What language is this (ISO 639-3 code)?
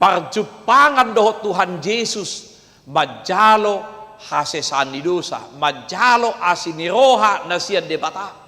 bbc